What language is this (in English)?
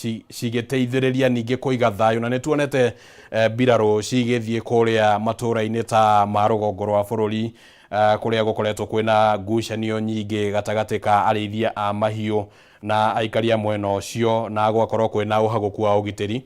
Kikuyu